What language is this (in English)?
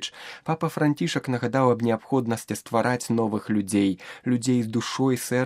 Belarusian